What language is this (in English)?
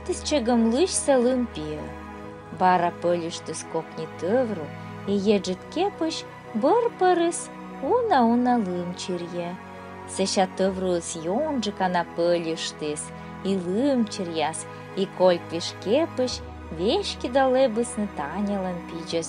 Komi